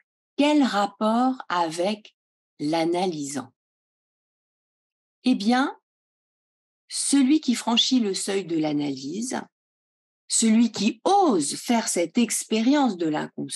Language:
French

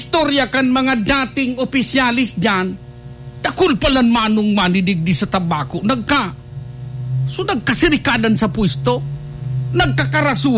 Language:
Bikol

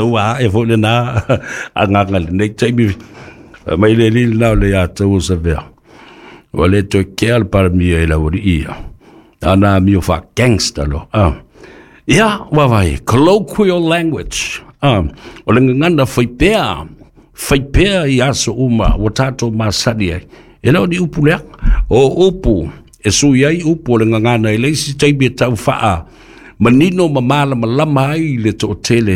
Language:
Samoan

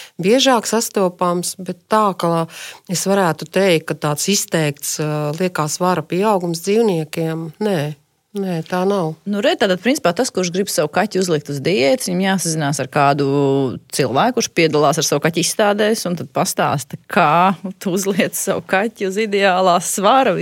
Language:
Latvian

